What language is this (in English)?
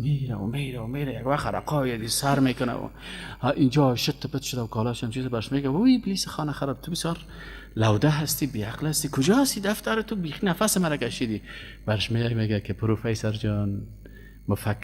Persian